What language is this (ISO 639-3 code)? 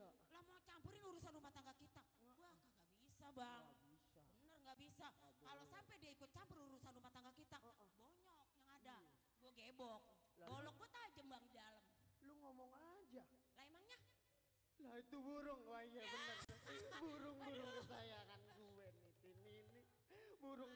bew